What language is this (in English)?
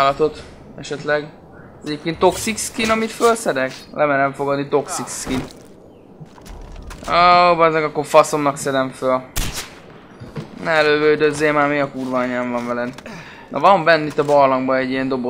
Hungarian